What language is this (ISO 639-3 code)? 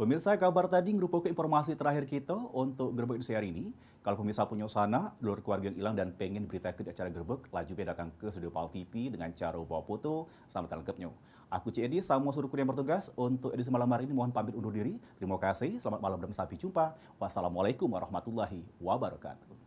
mui